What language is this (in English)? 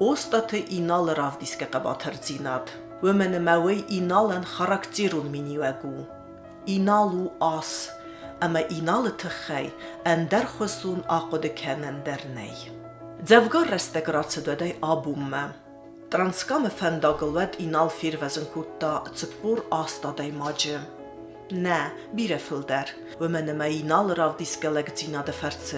Ossetic